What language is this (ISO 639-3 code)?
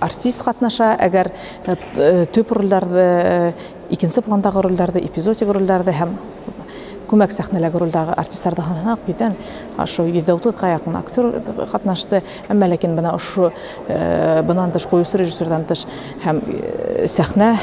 bak